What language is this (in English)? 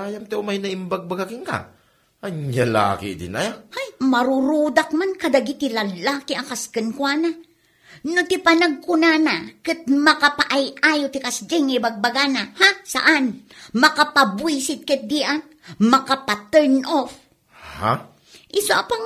Iloko